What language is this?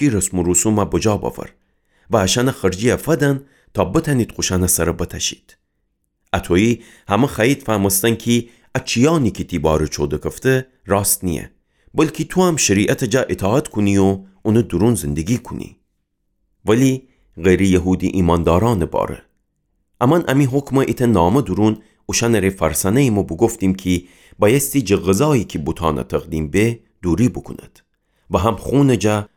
Gilaki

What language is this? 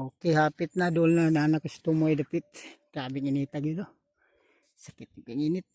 Cebuano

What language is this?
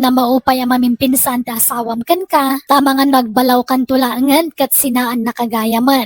Iloko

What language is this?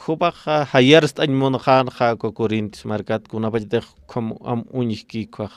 Aymara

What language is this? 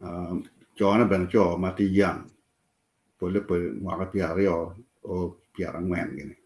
Acoli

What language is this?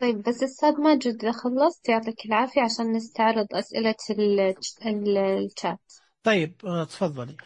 Najdi Arabic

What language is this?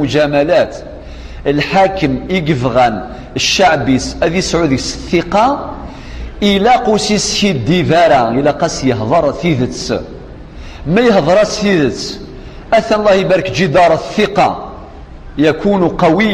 Kabyle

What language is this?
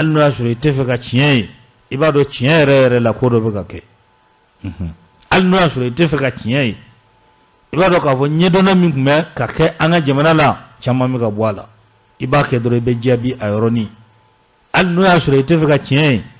Bambara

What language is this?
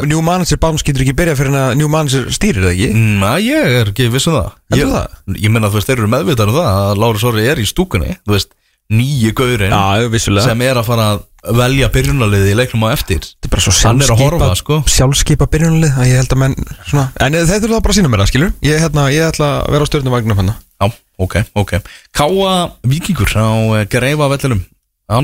Icelandic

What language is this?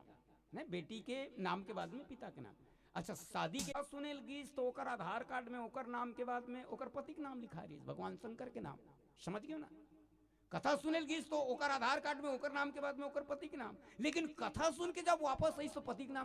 Chhattisgarhi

